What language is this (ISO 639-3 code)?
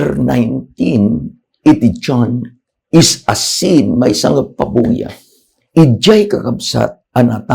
ilo